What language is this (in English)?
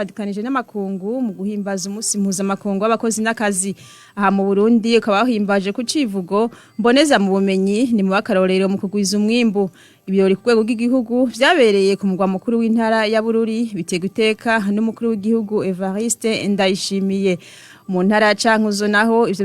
Rundi